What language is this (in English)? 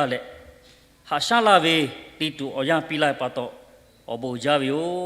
Lahu